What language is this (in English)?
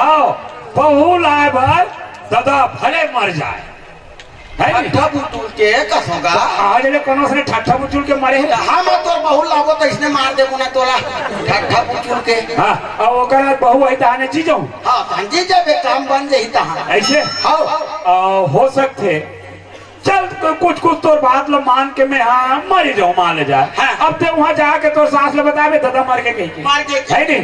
Chhattisgarhi